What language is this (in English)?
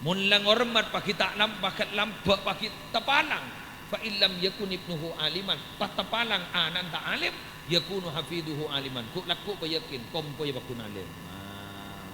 Madurese